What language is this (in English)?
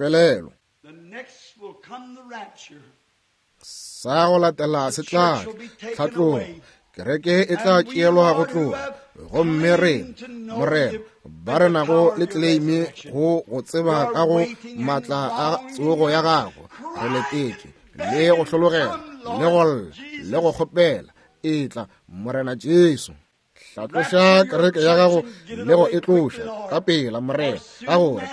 Northern Sotho